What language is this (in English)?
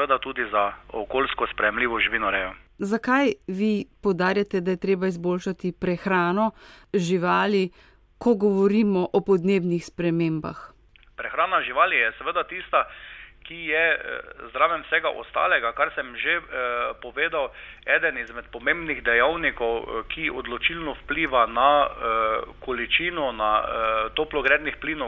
Slovenian